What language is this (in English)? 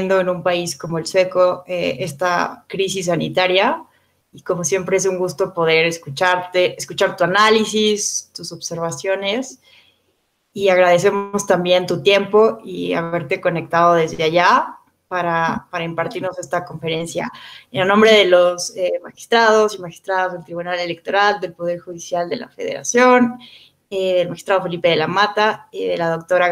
Spanish